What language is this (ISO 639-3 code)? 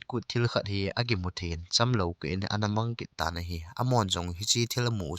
tcz